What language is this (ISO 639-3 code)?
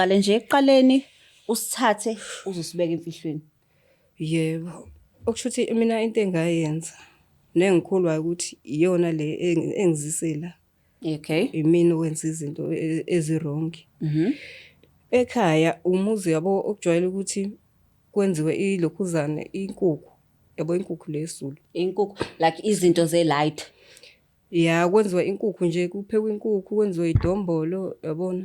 zul